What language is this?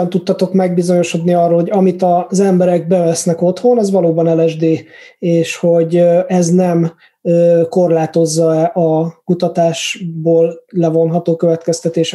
Hungarian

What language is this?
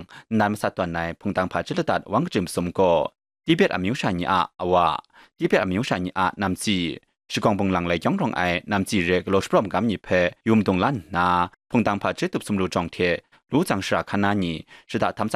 Kachin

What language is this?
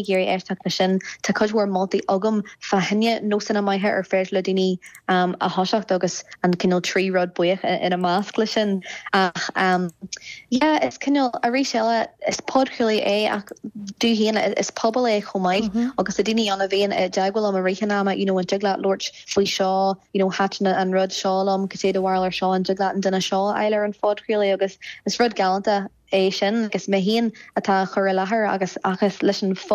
Irish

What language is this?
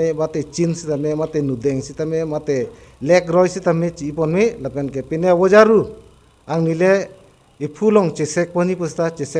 Karbi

